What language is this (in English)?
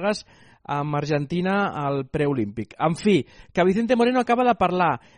Catalan